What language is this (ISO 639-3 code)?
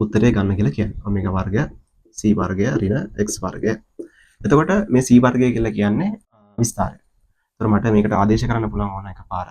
sin